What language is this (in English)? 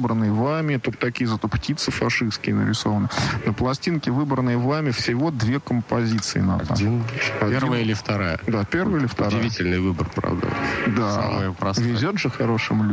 Russian